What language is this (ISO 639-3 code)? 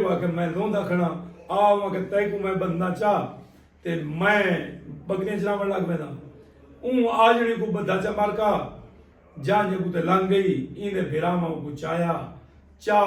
skr